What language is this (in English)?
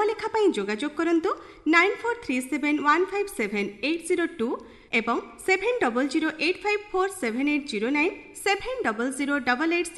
Odia